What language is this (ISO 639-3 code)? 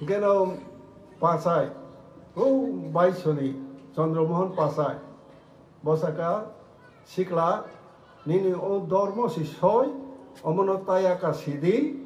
trp